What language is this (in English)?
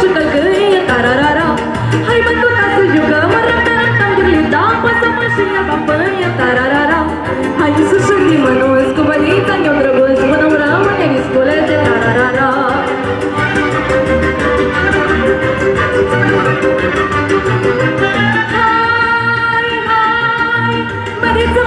Romanian